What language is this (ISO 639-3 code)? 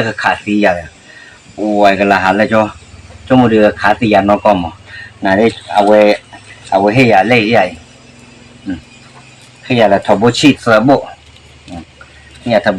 ksw